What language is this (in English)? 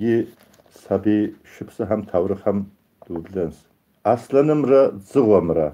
Kabardian